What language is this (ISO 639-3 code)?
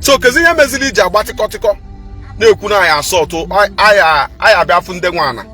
ibo